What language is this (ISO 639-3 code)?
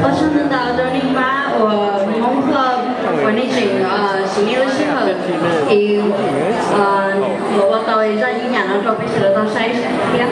hmn